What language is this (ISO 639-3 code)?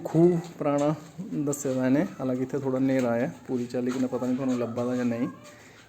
doi